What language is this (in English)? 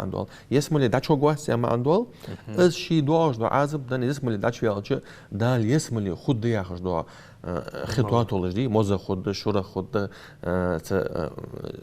Ingush